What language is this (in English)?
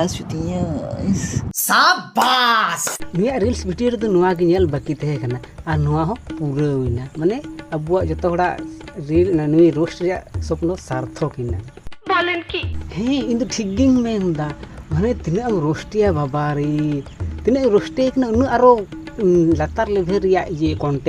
Santali